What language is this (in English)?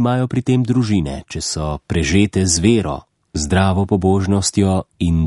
Slovenian